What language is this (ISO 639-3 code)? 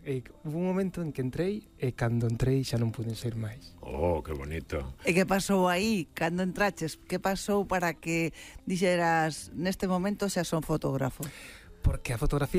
glg